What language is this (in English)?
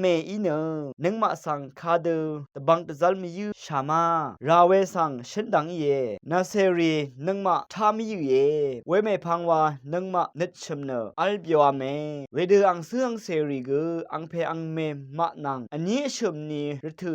Rawang